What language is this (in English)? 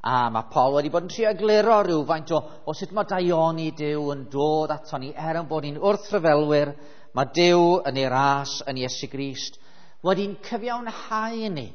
Welsh